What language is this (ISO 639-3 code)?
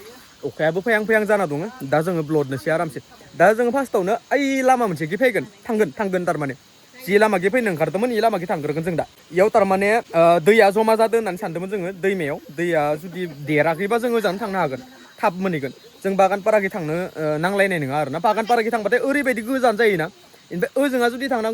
brx